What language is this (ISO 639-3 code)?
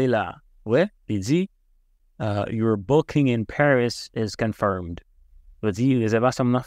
hat